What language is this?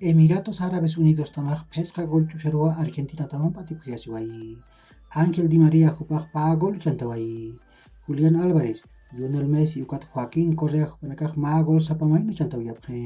Aymara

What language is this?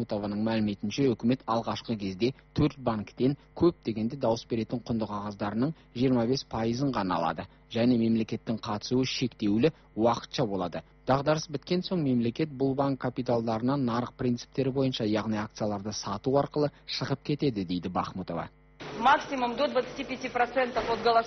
Kazakh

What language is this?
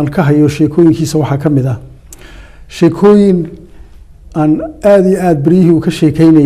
Somali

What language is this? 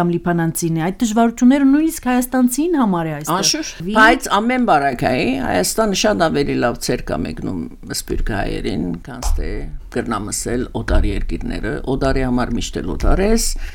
Armenian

